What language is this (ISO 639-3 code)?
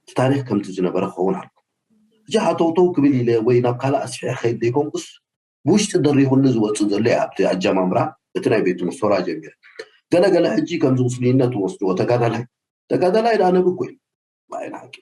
tir